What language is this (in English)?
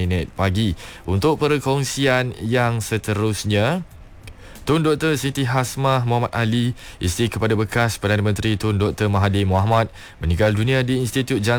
Malay